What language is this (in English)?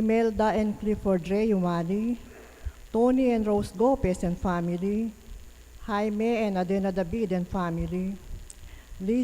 Pampanga